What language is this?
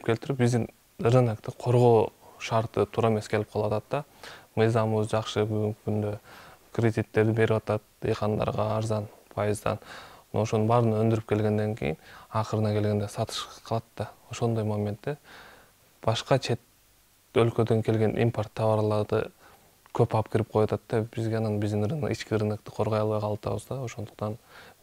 Kyrgyz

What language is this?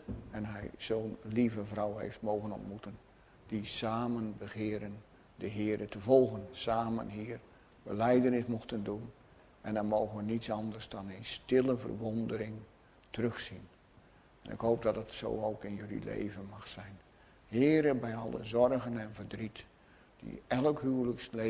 Dutch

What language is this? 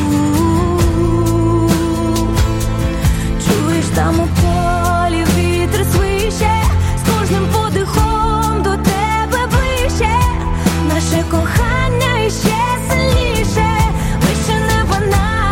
Ukrainian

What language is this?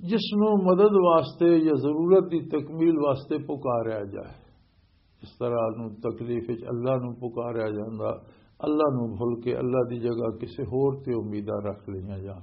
Western Panjabi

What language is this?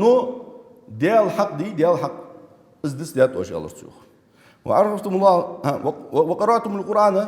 Ingush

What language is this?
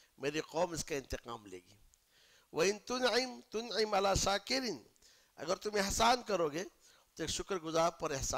Urdu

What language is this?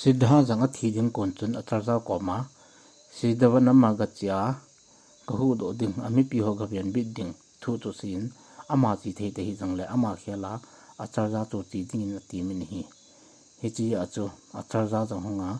Thado Chin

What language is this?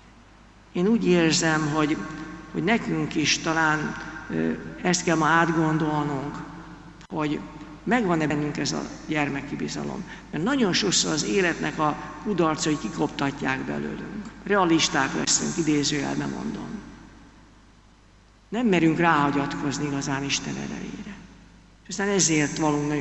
Hungarian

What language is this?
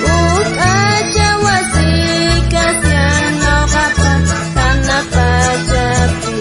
South Bolivian Quechua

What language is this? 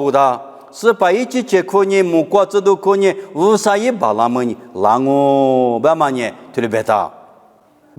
Lisu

